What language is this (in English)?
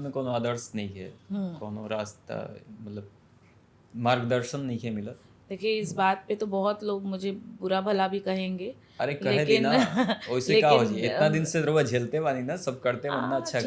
Bhojpuri